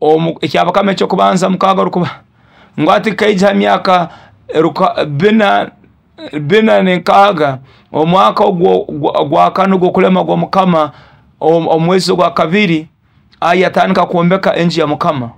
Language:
Nyoro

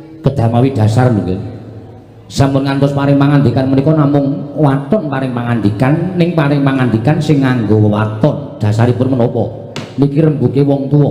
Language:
Javanese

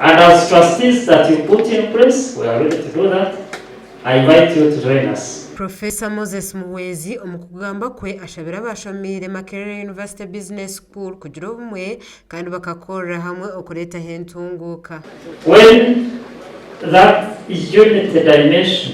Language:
Nyankole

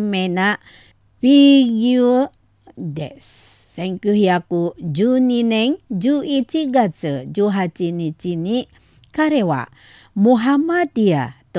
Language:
Japanese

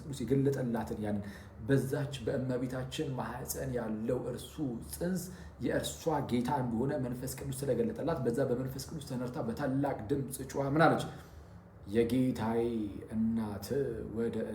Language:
Amharic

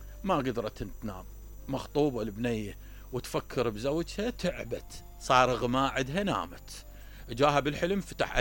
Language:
Mesopotamian Arabic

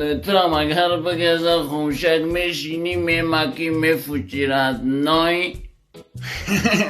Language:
Tajik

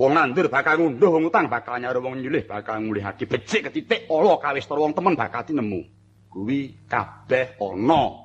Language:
Javanese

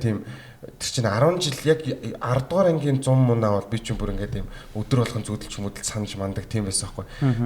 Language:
Mongolian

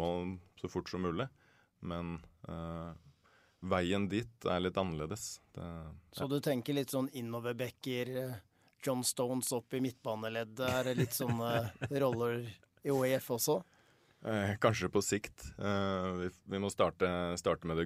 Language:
Norwegian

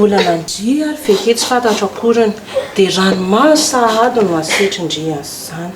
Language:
Malagasy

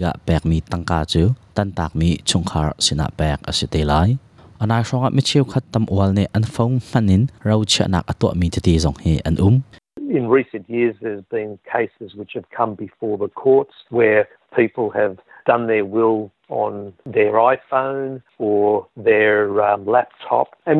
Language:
Hakha Chin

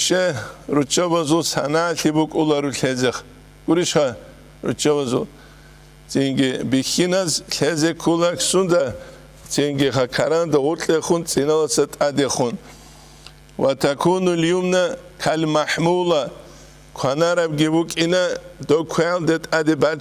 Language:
Avaric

